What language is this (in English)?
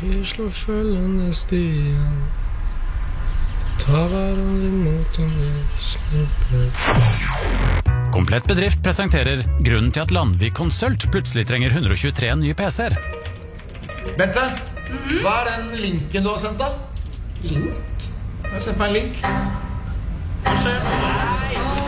Norwegian